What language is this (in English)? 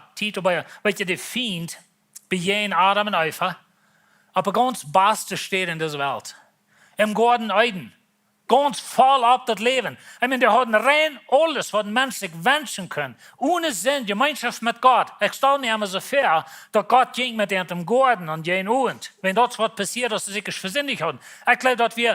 Plautdietsch